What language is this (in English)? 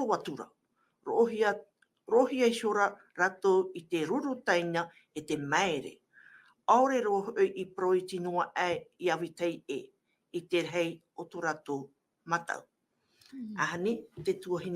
Tahitian